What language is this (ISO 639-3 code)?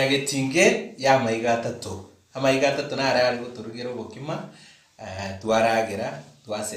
guz